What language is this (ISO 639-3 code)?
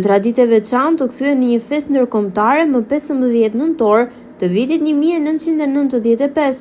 sqi